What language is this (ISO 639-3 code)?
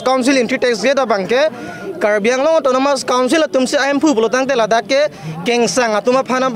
mjw